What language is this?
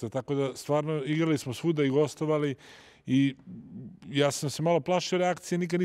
Serbian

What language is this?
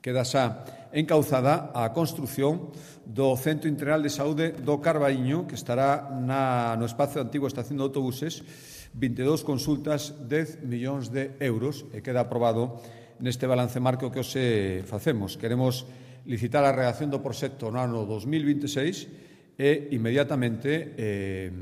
Galician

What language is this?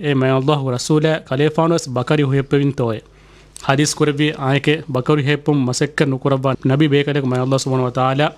Divehi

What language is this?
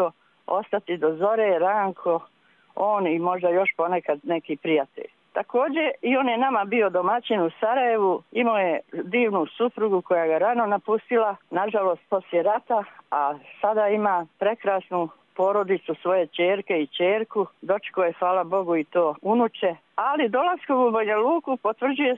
Bosnian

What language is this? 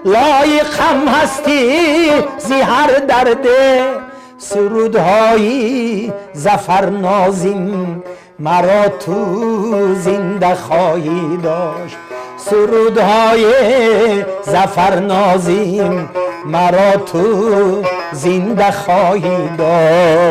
Tajik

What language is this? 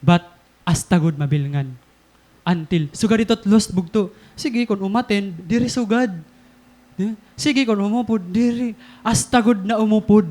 Waray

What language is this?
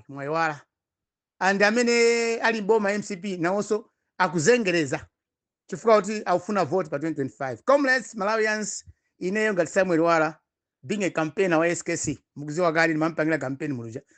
Nyanja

